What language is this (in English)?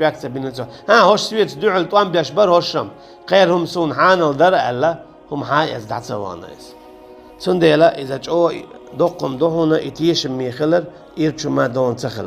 Chechen